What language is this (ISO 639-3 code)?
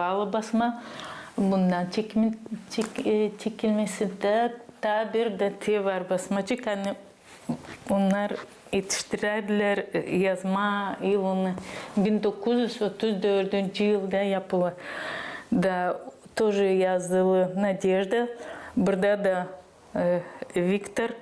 gag